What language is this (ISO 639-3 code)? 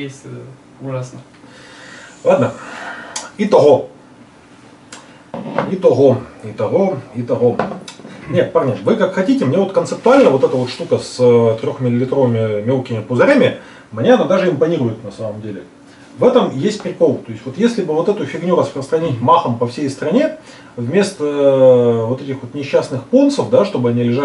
rus